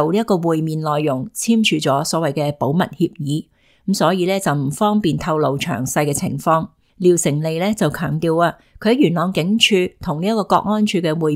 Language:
Cantonese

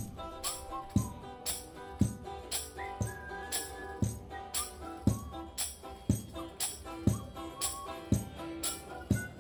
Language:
German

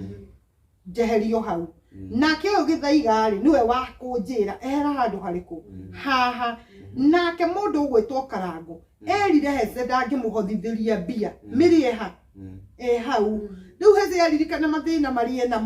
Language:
Kikuyu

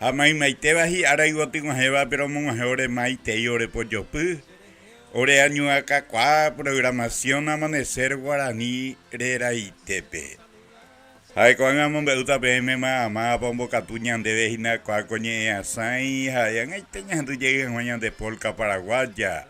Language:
Guarani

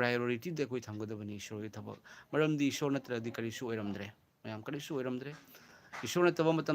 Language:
Manipuri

